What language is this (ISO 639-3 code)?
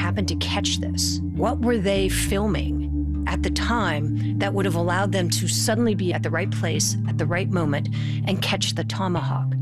eng